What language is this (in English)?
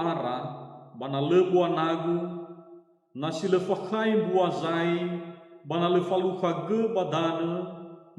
Nias